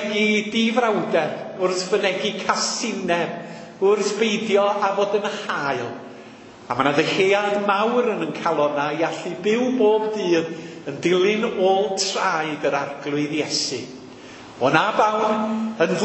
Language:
Welsh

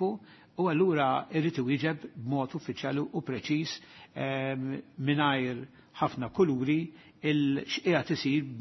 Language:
Maltese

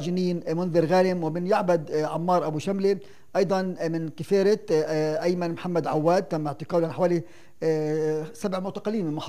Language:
Arabic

